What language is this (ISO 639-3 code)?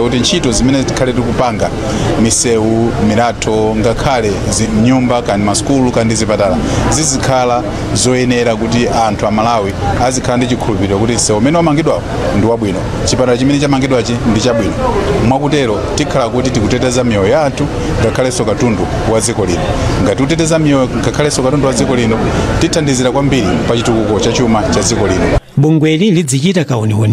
nya